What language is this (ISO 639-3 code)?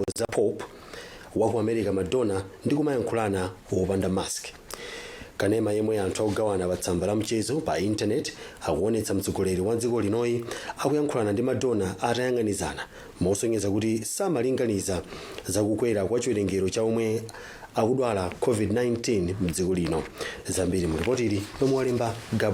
nya